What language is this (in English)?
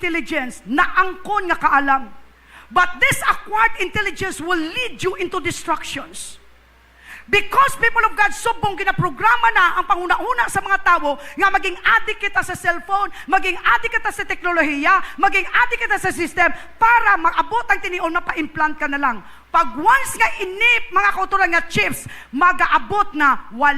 Hiligaynon